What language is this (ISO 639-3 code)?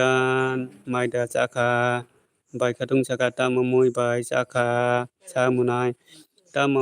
trp